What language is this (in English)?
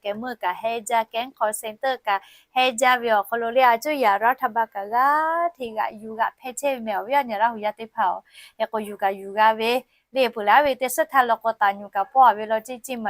Lahu